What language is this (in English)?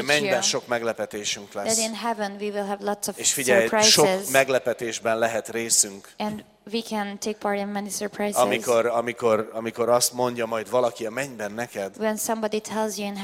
Hungarian